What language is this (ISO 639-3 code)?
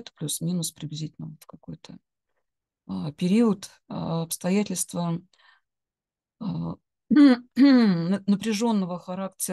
rus